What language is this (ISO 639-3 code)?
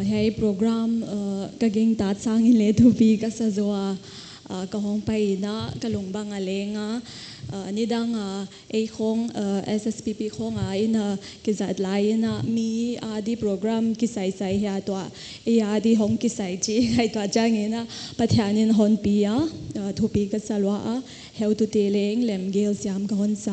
pck